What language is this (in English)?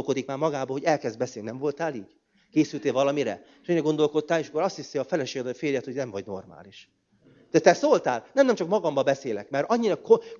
Hungarian